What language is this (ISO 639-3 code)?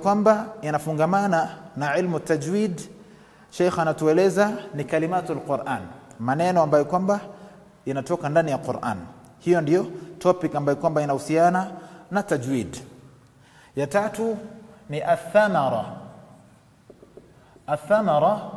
swa